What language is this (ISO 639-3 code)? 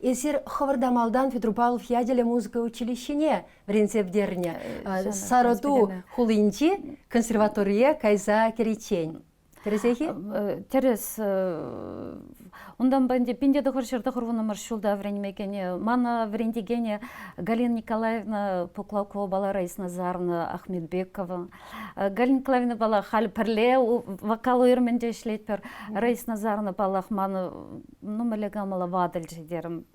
chv